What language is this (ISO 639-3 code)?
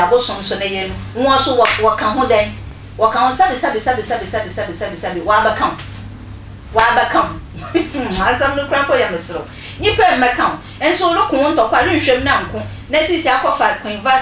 aka